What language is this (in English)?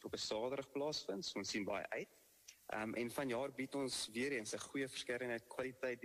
Afrikaans